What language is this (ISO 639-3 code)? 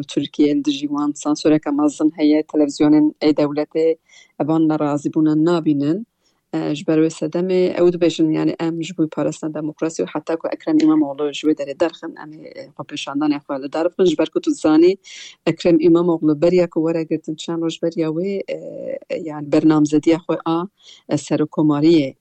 kur